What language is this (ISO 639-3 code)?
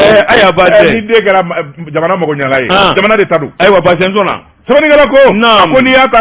bam